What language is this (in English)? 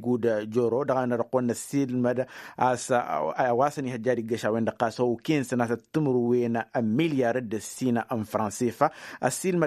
Tamasheq